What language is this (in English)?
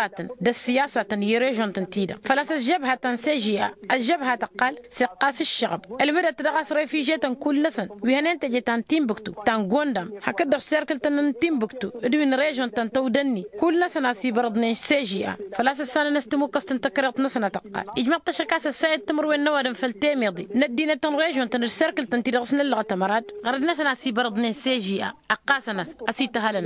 Tamasheq